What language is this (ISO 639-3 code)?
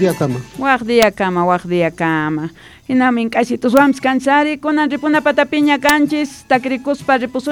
quh